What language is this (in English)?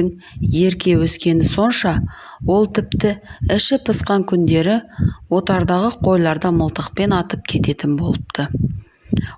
Kazakh